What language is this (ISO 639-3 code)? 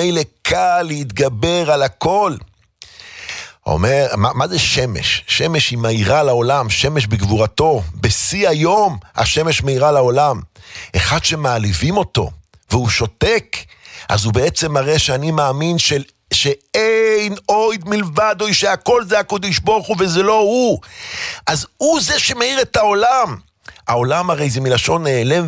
heb